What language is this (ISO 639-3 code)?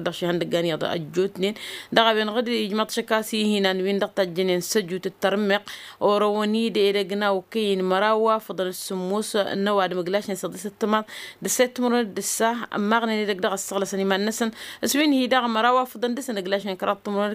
taq